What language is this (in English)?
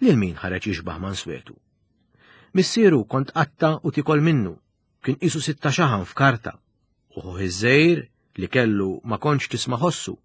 Maltese